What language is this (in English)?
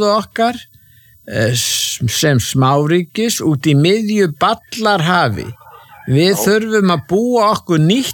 Icelandic